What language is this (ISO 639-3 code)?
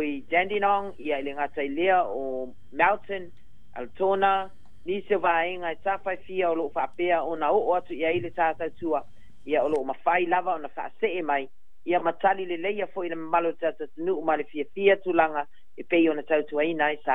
smo